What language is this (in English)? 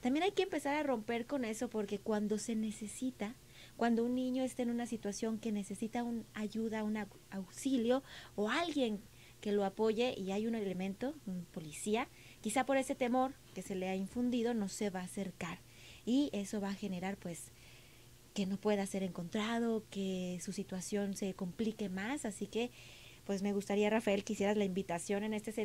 Spanish